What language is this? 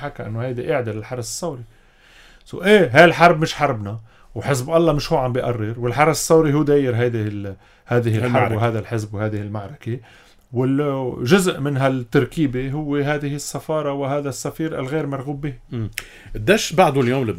North Levantine Arabic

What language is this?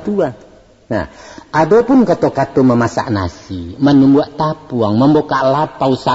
Minangkabau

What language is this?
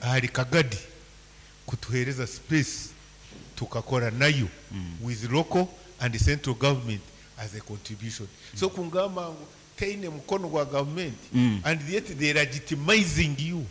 Nyankole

